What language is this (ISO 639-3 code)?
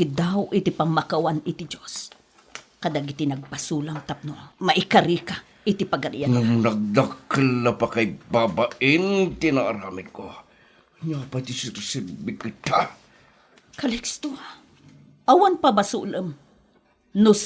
ilo